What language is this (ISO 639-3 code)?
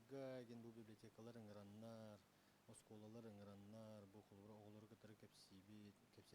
sah